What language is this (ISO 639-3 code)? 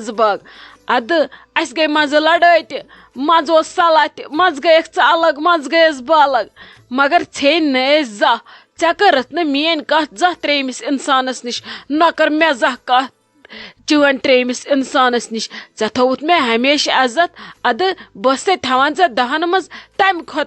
kas